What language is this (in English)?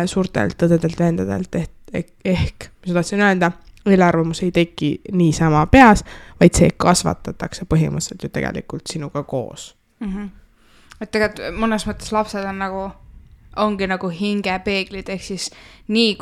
Estonian